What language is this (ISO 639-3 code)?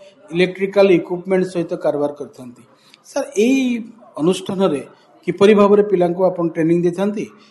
ori